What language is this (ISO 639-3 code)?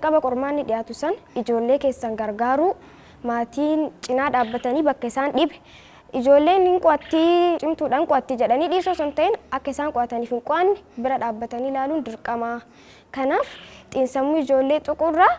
orm